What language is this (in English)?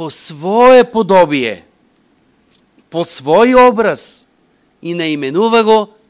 Bulgarian